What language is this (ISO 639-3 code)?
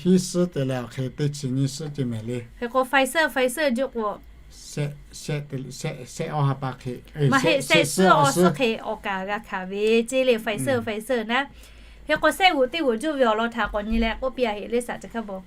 lhu